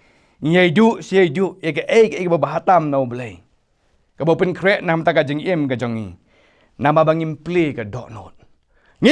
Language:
Khasi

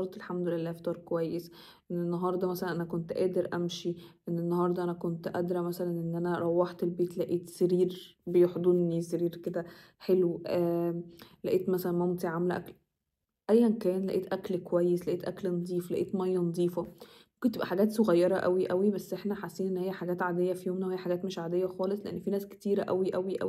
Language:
Egyptian Arabic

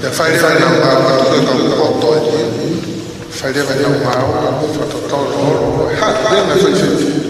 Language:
Tongan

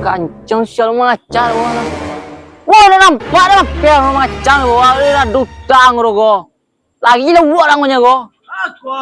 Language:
Minangkabau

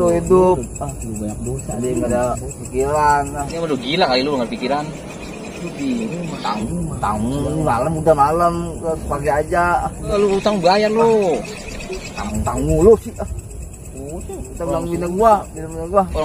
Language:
Betawi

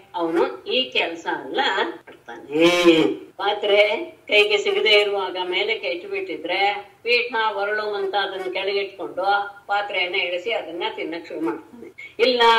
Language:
Kannada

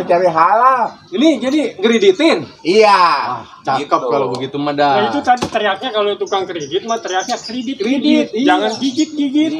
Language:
Betawi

